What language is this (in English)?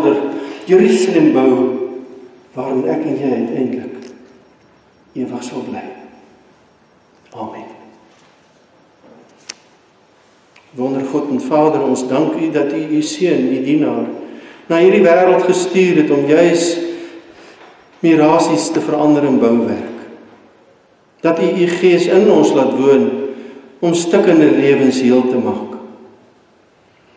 Afrikaans